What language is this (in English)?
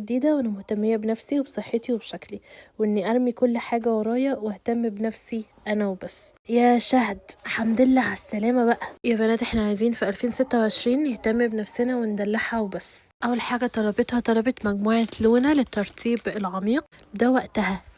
Egyptian Arabic